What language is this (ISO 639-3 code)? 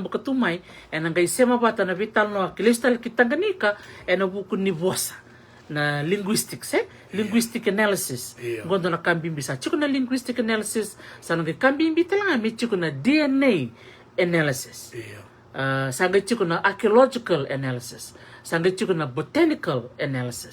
fij